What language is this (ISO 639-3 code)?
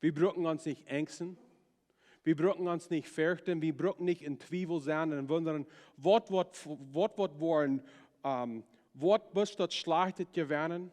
pdt